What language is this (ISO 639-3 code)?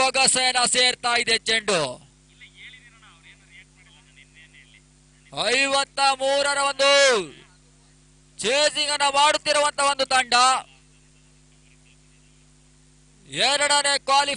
kan